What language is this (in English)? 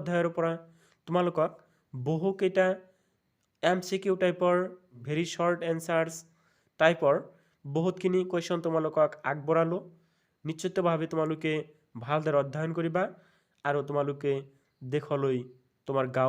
Assamese